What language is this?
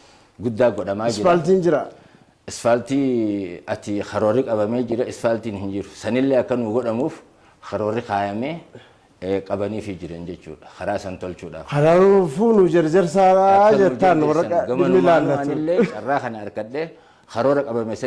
Oromo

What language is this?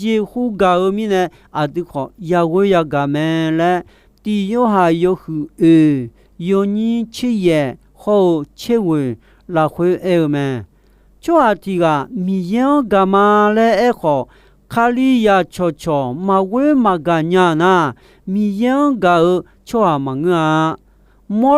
Akha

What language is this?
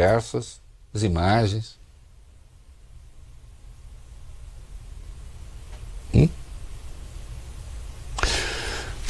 Portuguese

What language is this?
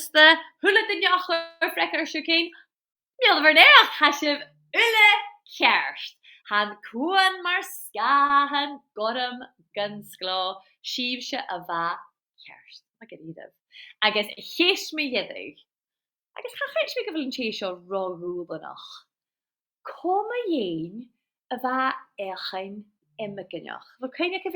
Scottish Gaelic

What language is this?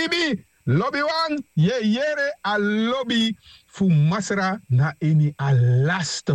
Sranan Tongo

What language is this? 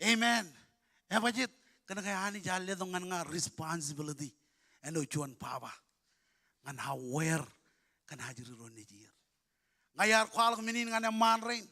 Marshallese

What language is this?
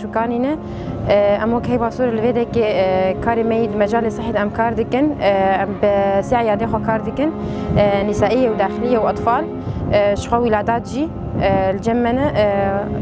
Kurdish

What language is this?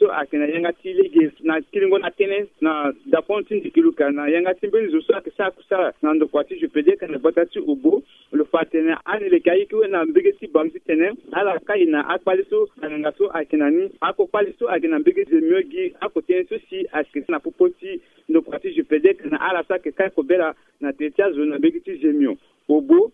Sango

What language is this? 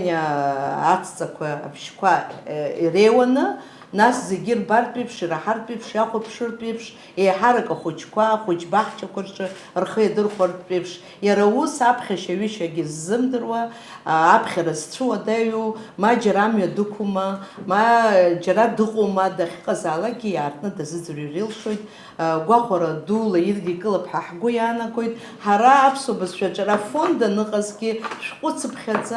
Abkhazian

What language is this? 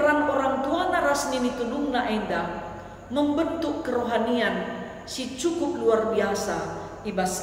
Batak Karo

